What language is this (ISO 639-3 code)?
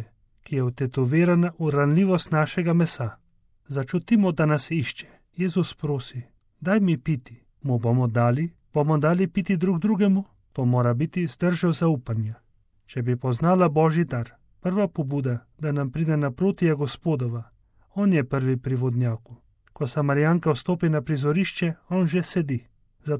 slv